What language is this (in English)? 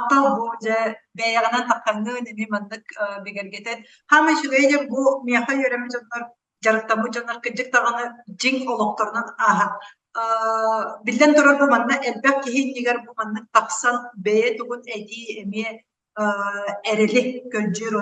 Yakut